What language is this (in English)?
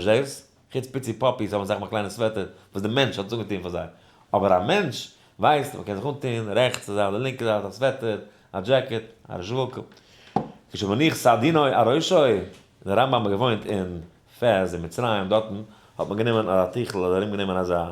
Yiddish